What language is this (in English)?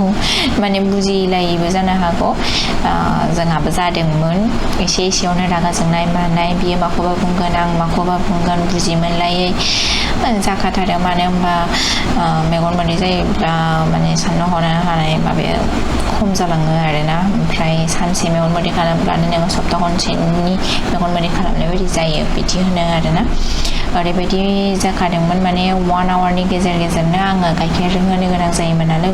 Bodo